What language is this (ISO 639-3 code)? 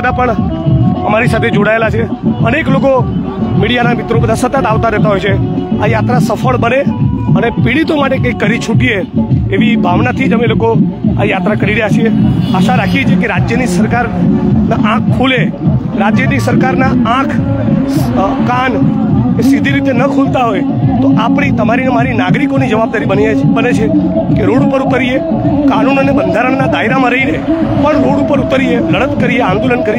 guj